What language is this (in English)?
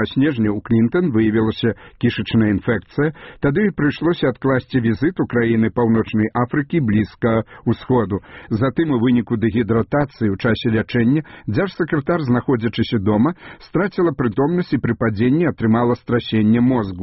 Belarusian